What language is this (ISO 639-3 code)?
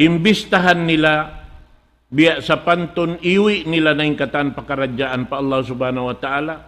tsg